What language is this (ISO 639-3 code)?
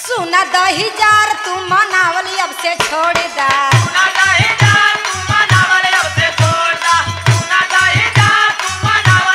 bho